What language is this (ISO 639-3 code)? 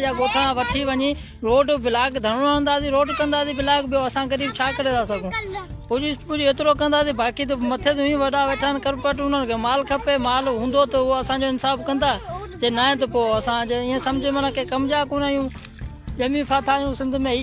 snd